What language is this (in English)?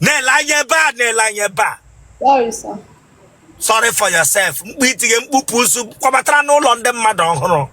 Igbo